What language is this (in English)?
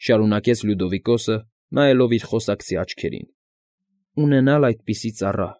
Armenian